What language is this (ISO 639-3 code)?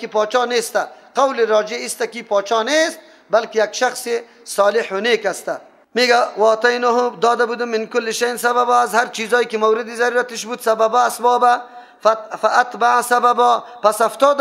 fas